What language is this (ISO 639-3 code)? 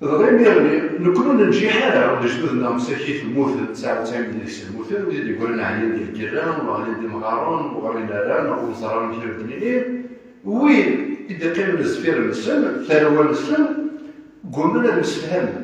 kab